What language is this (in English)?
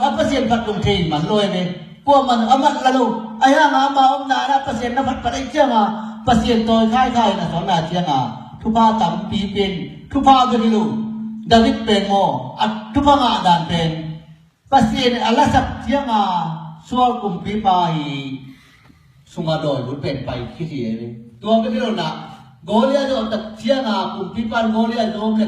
Tedim Chin